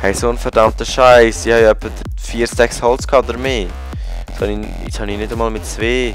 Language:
Swiss German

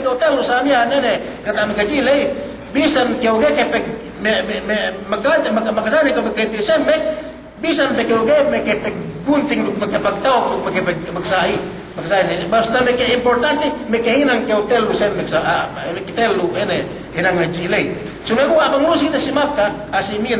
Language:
Yakan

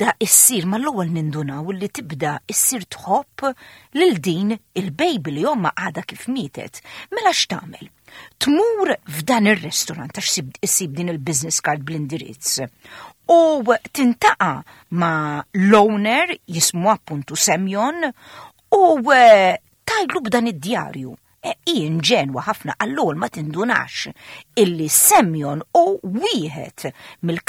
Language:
Maltese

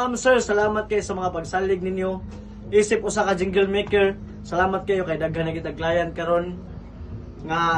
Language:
Cebuano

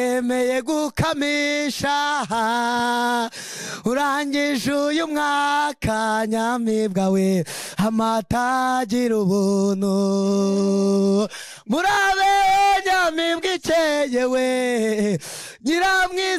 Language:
Kinyarwanda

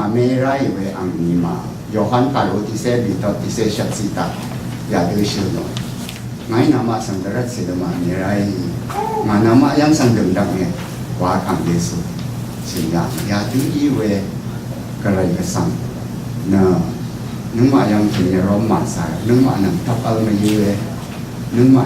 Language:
Rawang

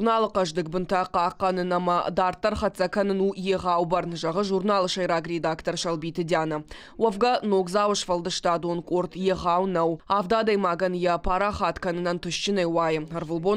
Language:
Ossetic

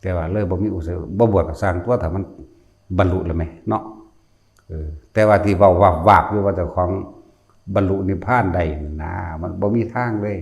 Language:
Lao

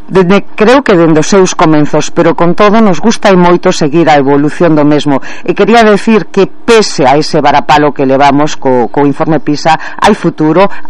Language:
Galician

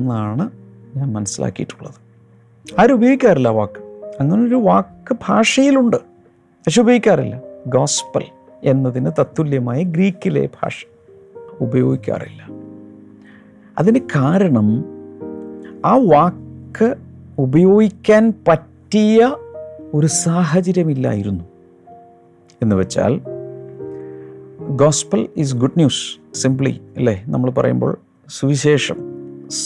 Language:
Malayalam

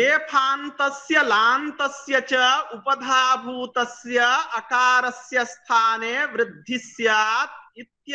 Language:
Sanskrit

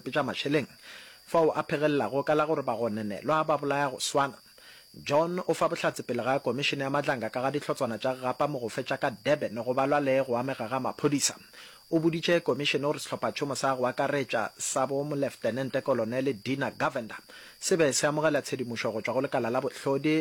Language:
Northern Sotho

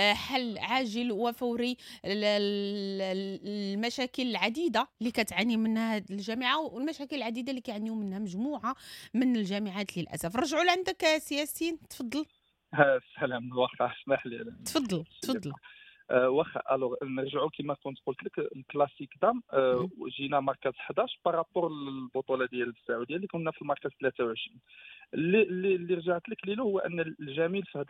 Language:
Moroccan Arabic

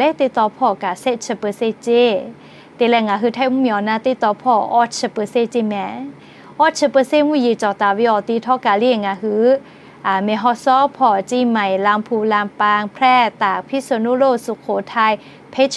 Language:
Lahu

